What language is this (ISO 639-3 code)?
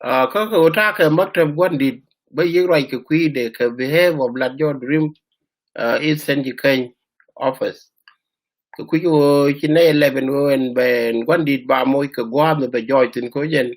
nus